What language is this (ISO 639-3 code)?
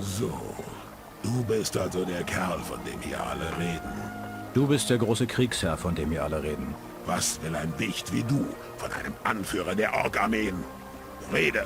bar